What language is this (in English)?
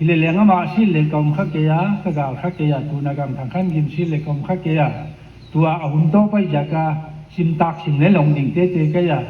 Paite Chin